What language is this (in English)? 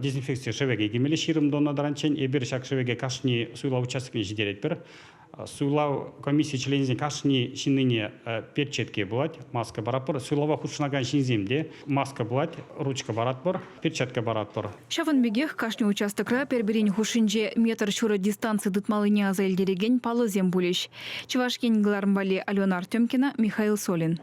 Chuvash